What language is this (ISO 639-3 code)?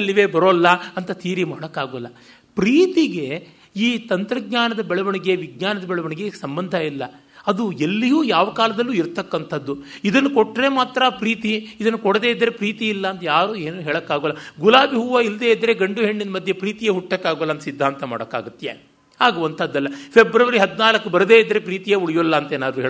kan